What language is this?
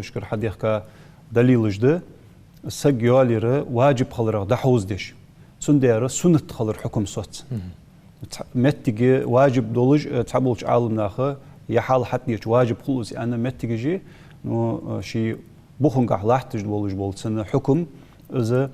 Ingush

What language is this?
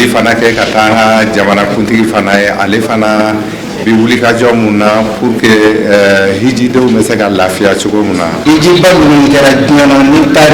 Bambara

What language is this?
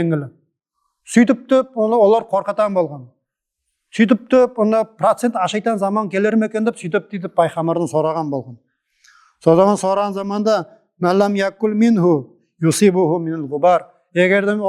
Nogai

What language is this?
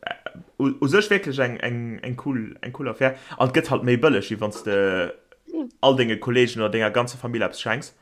Luxembourgish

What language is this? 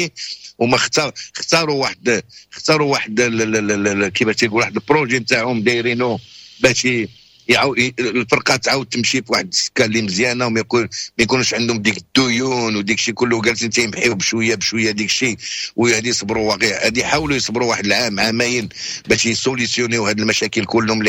Moroccan Arabic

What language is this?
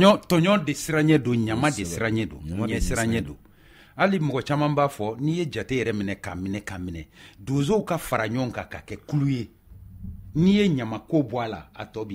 Bambara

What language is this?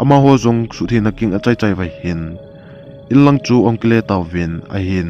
Thado Chin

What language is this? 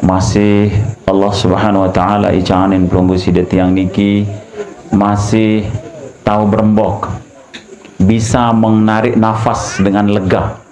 Sasak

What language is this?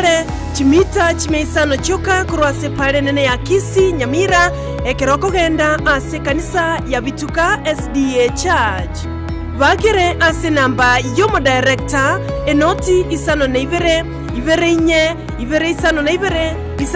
Gusii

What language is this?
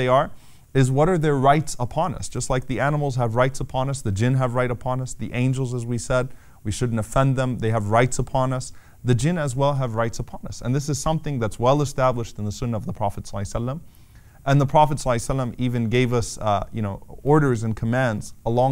English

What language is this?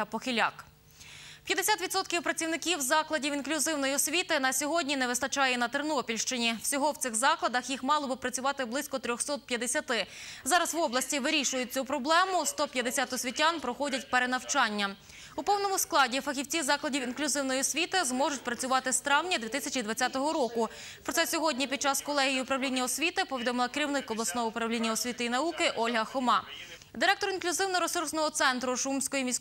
Ukrainian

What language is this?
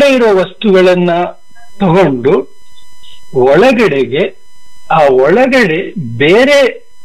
Kannada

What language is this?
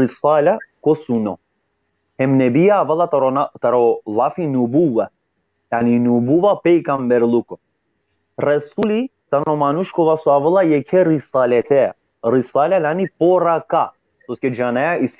Balkan Romani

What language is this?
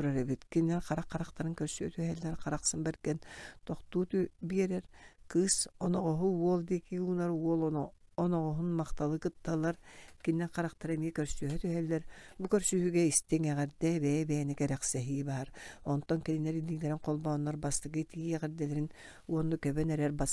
Yakut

